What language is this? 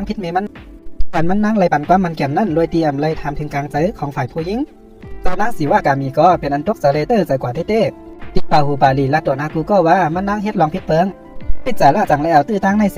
Shan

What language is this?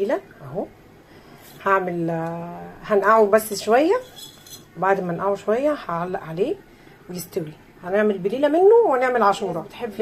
Egyptian Arabic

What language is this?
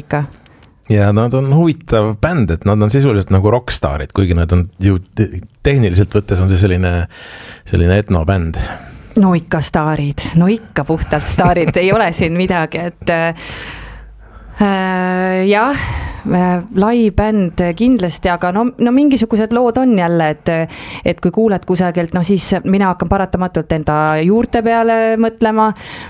Estonian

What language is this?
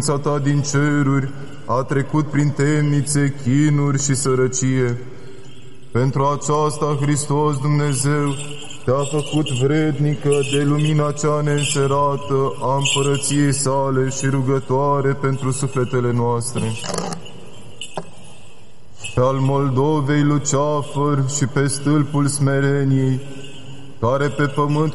Romanian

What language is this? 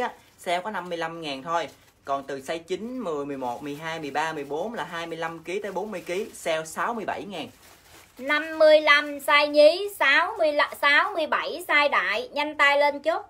Vietnamese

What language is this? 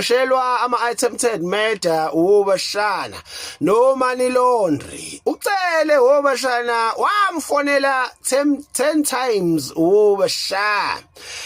Zulu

